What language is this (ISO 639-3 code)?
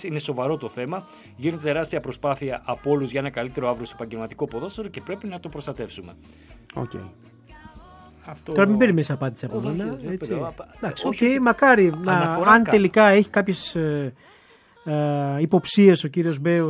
ell